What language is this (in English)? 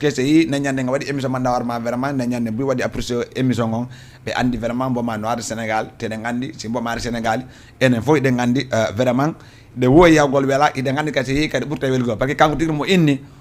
Fula